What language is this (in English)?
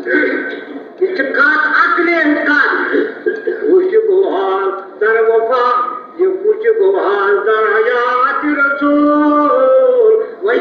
Kashmiri